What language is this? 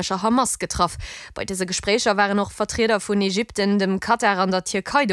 Luxembourgish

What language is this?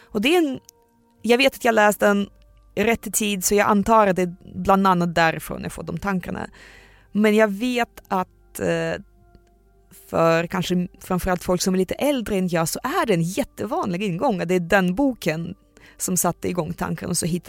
Swedish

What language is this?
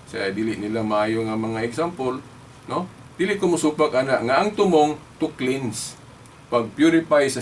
Cebuano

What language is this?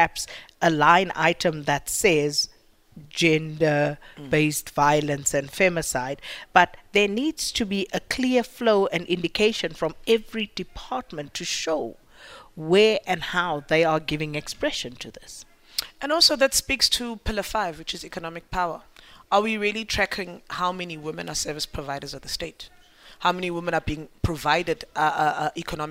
English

